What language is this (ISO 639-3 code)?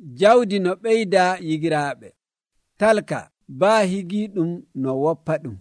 fuv